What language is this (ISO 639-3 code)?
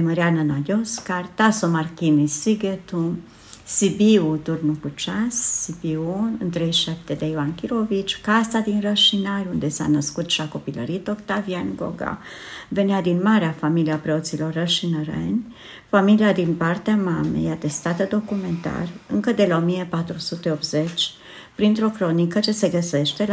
ron